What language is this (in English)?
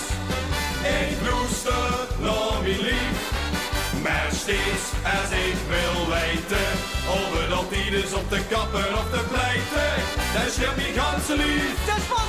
Limburgish